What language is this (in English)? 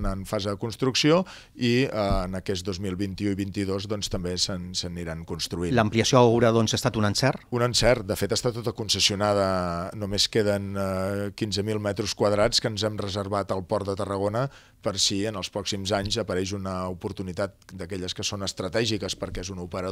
Catalan